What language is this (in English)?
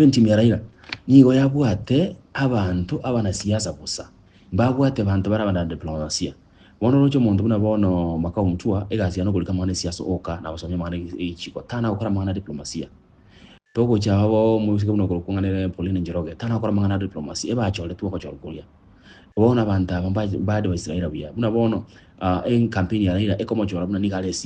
Gusii